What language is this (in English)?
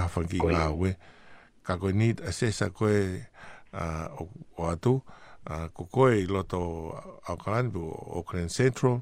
Tongan